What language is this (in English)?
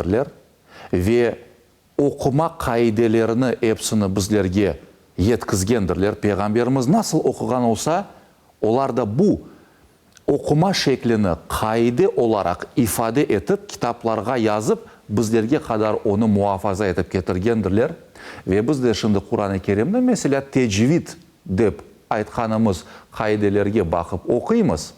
Crimean Tatar